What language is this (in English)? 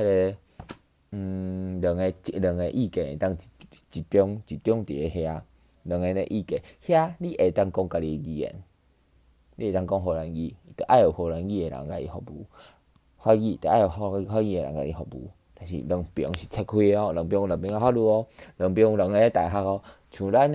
Min Nan Chinese